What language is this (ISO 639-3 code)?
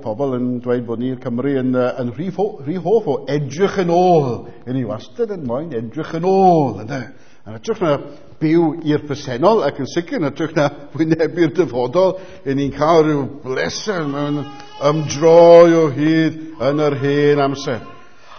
cym